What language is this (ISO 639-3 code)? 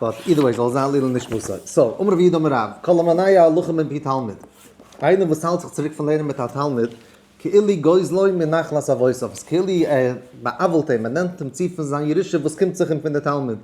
yid